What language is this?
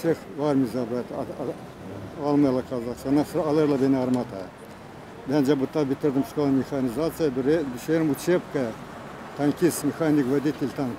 Gagauz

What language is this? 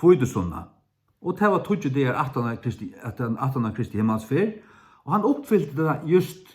Faroese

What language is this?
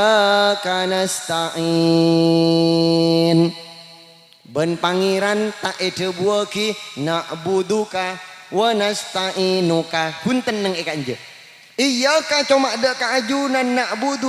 Madurese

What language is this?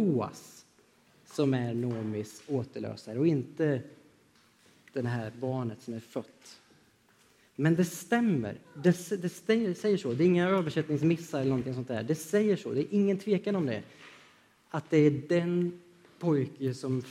Swedish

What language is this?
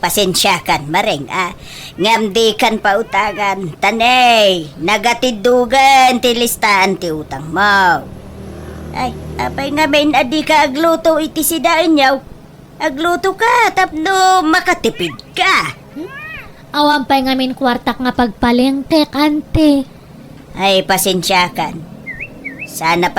Iloko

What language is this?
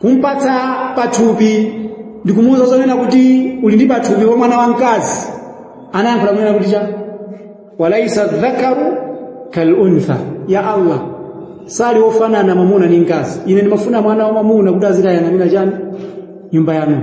Nyanja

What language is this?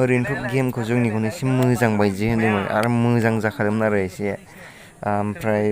Bodo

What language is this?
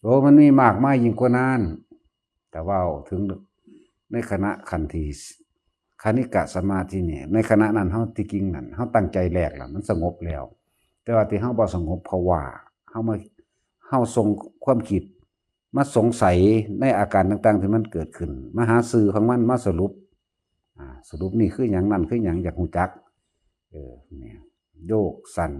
Northeastern Thai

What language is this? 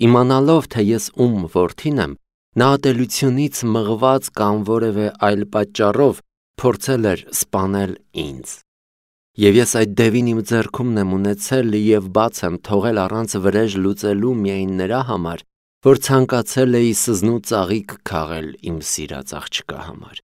Armenian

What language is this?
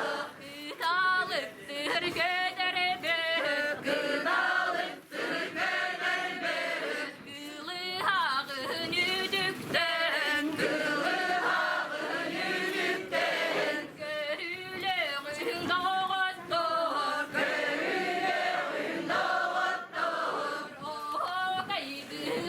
Yakut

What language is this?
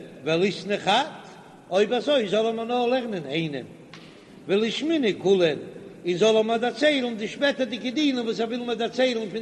Yiddish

